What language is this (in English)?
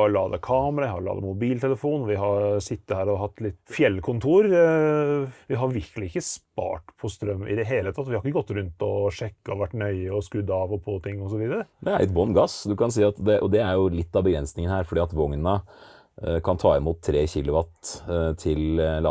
Norwegian